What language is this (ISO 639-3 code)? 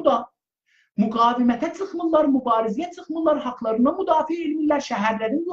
azb